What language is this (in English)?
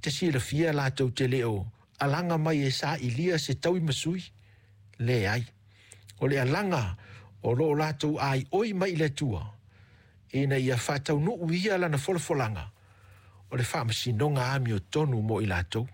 Samoan